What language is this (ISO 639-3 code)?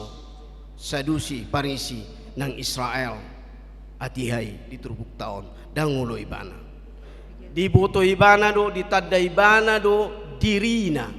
bbc